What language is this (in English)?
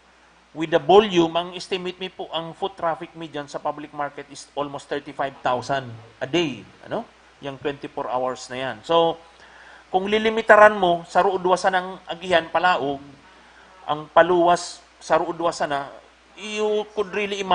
Bikol